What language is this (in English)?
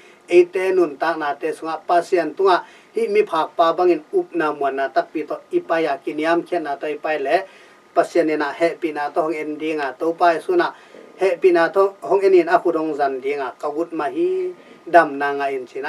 Tedim Chin